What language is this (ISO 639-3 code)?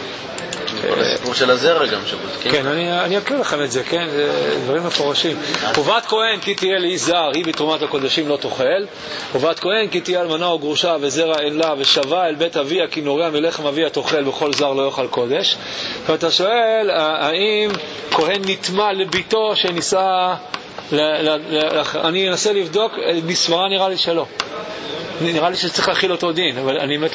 heb